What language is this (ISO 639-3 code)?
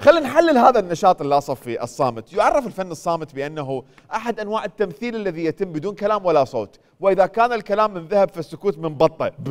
acm